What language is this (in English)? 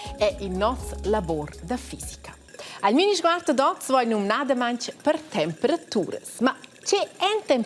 Romansh